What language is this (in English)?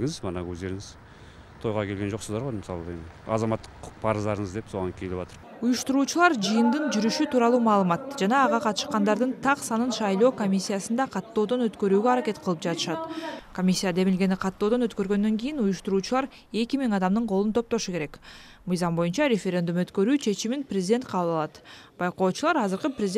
Kyrgyz